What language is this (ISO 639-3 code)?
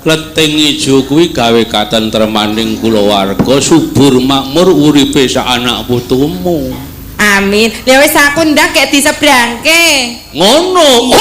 jav